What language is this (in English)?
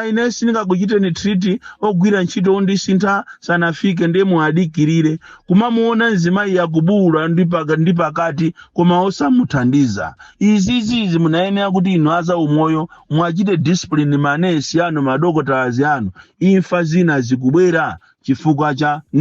Nyanja